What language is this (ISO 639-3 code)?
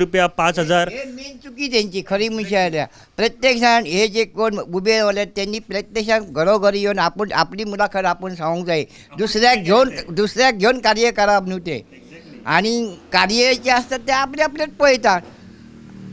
kok